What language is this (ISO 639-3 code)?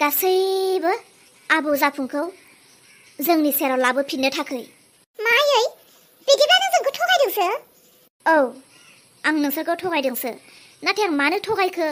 brx